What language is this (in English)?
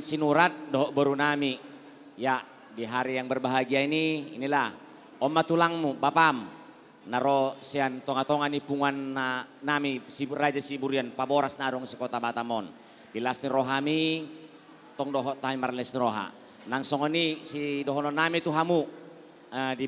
Batak Toba